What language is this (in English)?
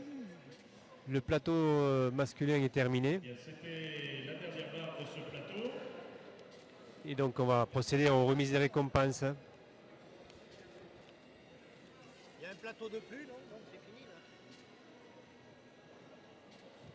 French